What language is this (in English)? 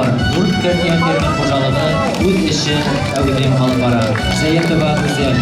Bashkir